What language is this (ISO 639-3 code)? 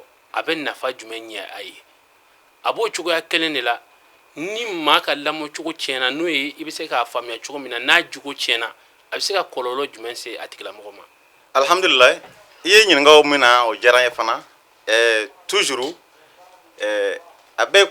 bam